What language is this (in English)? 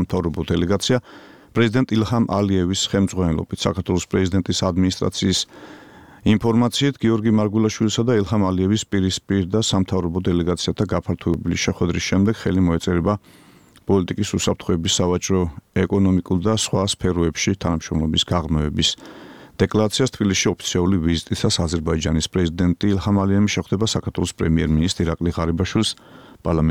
Georgian